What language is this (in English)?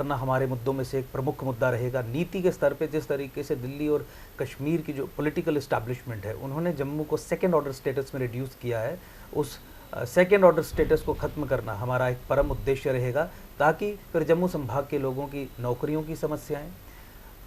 Hindi